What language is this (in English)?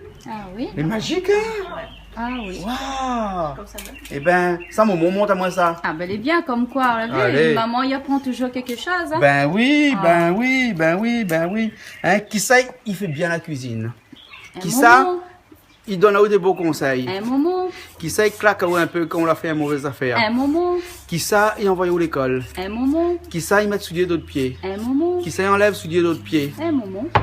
Réunion Creole French